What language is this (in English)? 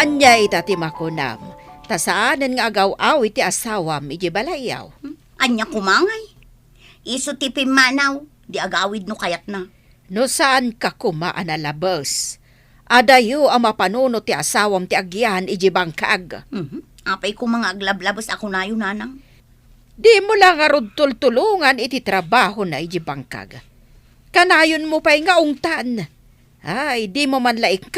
Iloko